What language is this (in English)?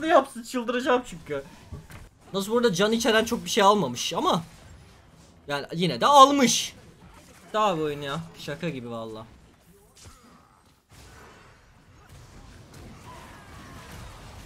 Turkish